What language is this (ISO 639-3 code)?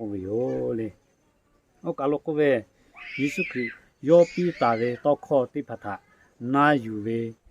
lhu